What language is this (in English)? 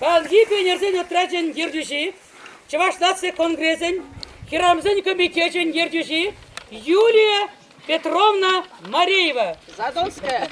Chuvash